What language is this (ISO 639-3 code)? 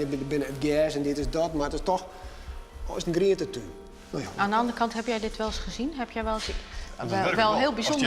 fry